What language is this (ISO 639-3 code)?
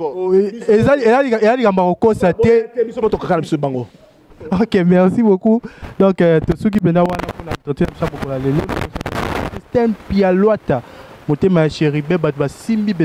lin